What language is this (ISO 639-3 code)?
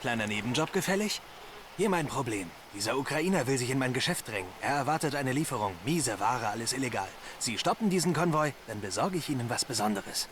bar